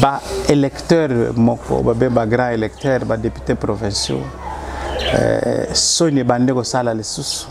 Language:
Lingala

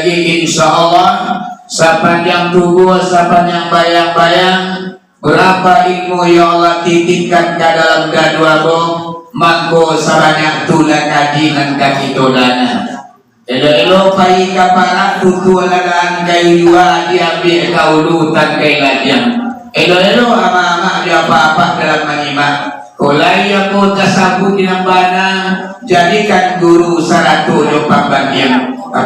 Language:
Minangkabau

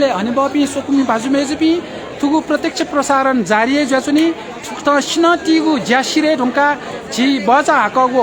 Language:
Newari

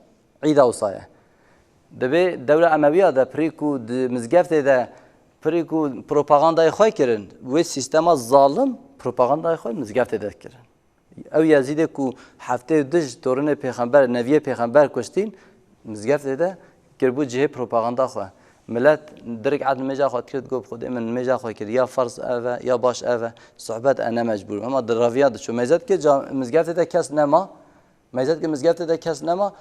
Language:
Kurdish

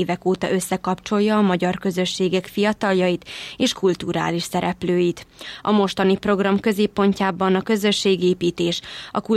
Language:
Hungarian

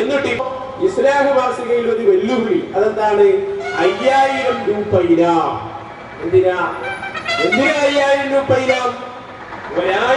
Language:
Malayalam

